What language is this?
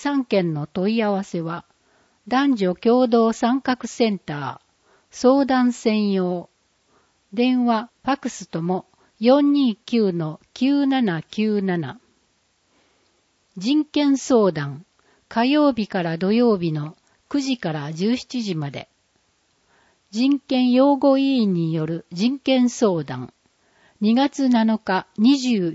Japanese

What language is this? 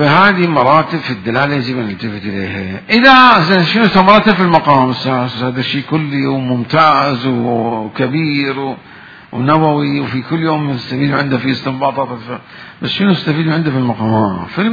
Mesopotamian Arabic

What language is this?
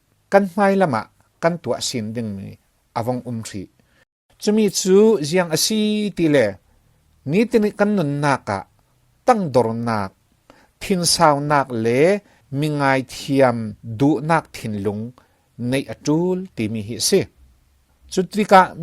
Falam Chin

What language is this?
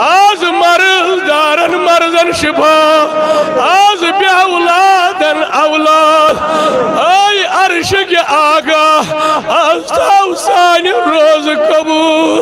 Kashmiri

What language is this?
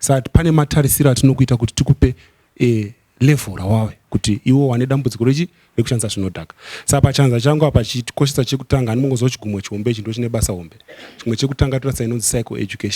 Shona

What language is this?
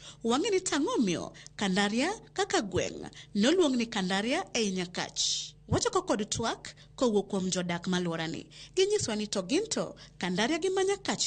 Luo (Kenya and Tanzania)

